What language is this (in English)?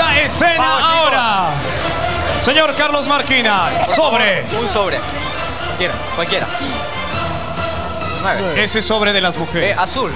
Spanish